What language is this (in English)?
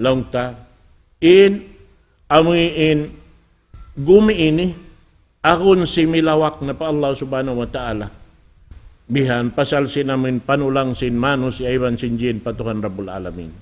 Tausug